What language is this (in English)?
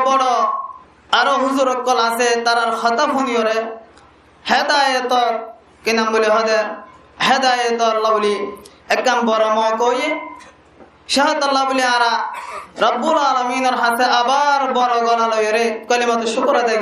Rohingya